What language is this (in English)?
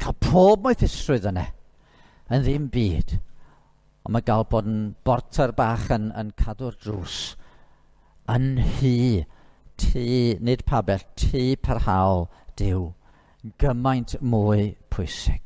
Welsh